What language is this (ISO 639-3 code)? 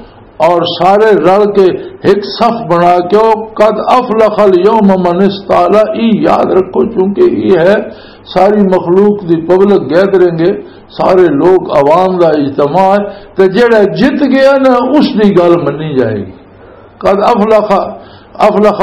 lah